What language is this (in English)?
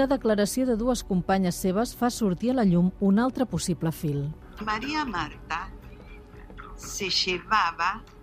Catalan